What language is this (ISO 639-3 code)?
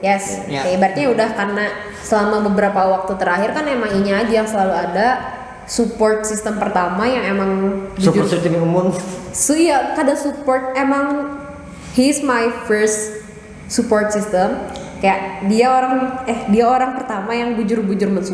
bjn